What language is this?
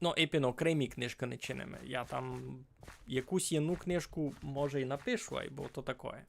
Rusyn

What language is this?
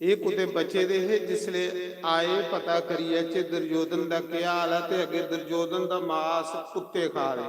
Dogri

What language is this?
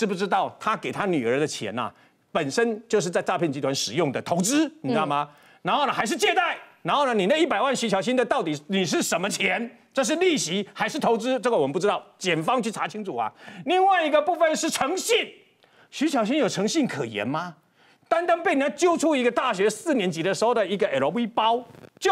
Chinese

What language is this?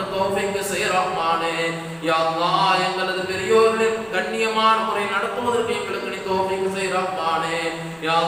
Tamil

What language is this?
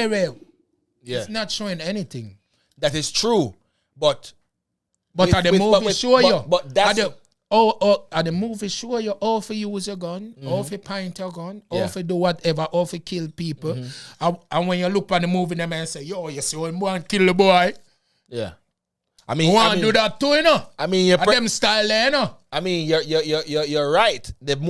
Jamaican Creole English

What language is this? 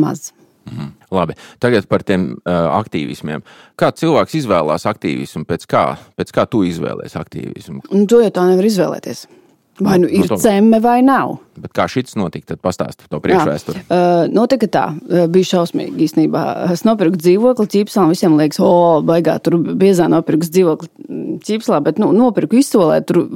Latvian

